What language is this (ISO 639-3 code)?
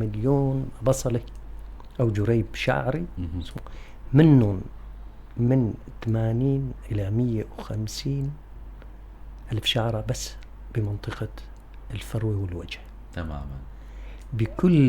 apc